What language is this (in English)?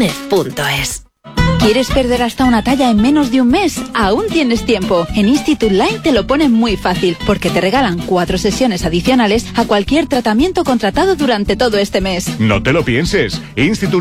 Spanish